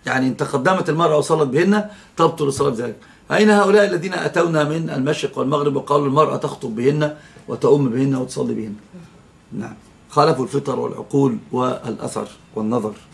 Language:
Arabic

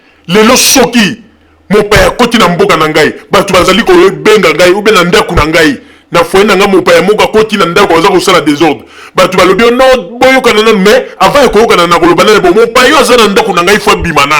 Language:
Lingala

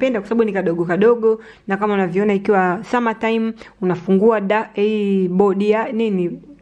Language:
Swahili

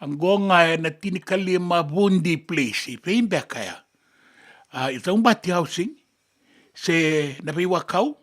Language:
Fijian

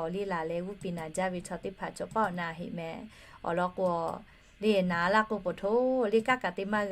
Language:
Lahu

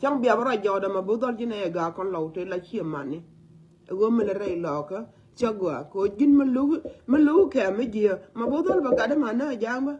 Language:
Nuer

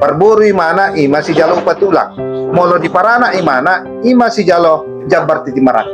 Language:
Batak Toba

